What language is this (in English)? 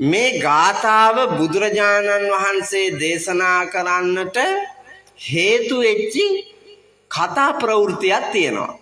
Sinhala